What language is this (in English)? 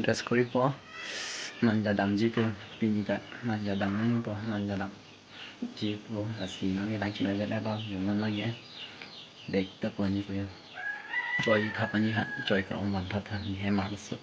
Karbi